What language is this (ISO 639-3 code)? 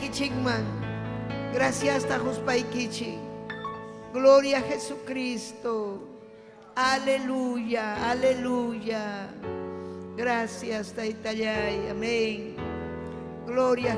quy